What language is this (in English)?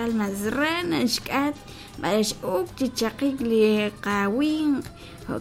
Kekchí